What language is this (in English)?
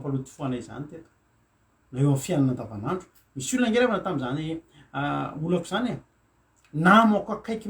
Malagasy